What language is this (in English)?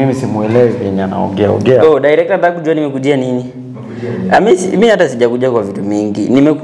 Swahili